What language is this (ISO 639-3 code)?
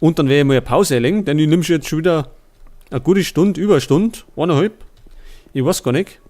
bar